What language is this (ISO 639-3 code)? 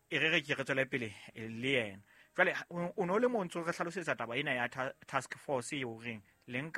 sot